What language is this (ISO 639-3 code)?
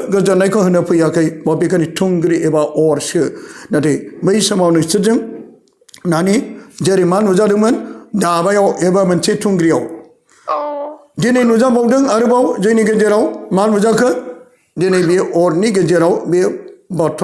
brx